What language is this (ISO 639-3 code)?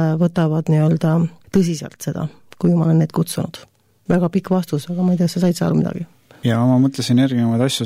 est